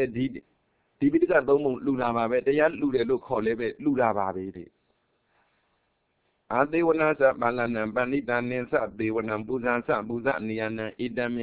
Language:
Burmese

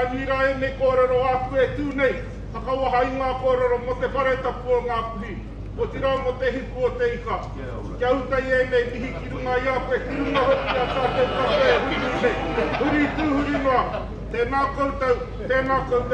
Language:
Māori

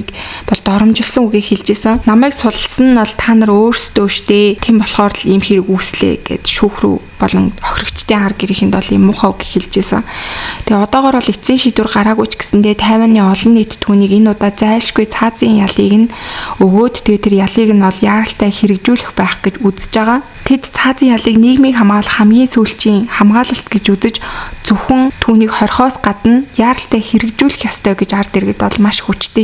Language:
Mongolian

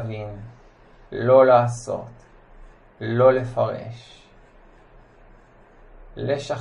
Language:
Hebrew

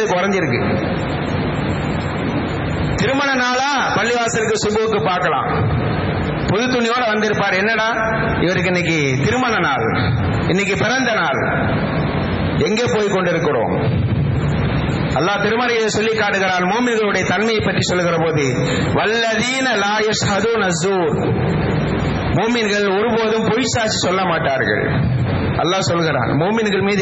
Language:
Tamil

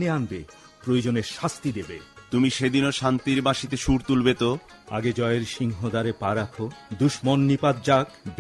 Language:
Bangla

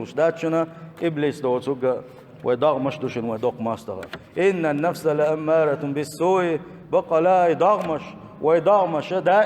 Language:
Chechen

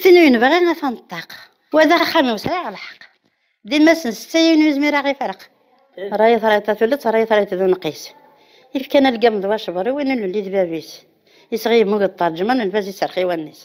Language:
Kabyle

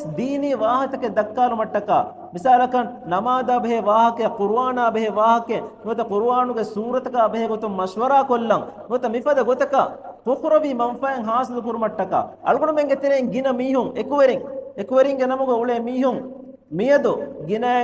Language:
Divehi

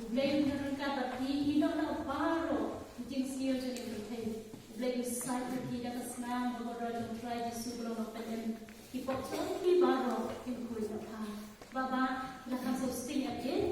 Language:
Khasi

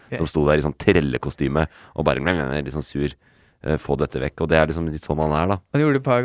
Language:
Norwegian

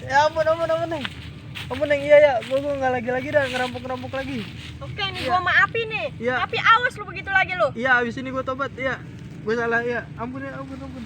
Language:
Betawi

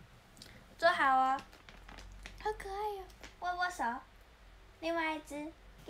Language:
Chinese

